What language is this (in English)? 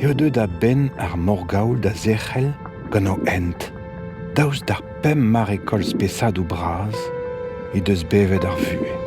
Breton